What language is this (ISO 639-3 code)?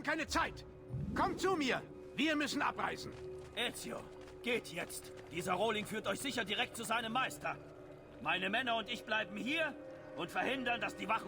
bar